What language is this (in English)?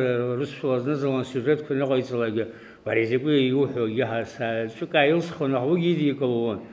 Abkhazian